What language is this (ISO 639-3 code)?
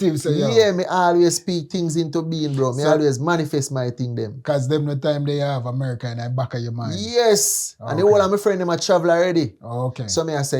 jam